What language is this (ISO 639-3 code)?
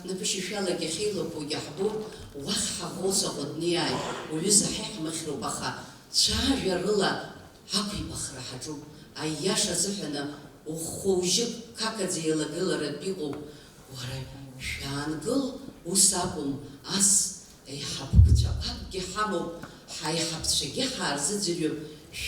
abk